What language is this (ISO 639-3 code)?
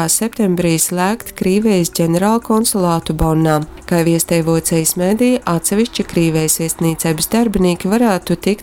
ltg